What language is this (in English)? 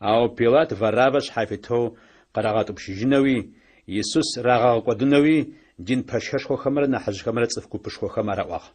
Adyghe